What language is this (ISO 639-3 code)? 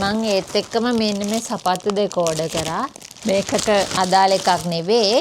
sin